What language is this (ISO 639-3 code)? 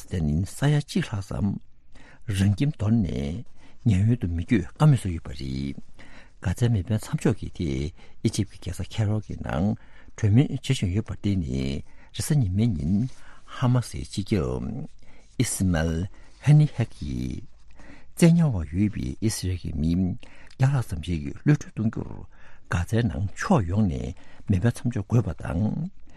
bod